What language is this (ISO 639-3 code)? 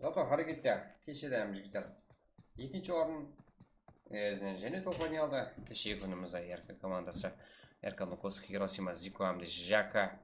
kaa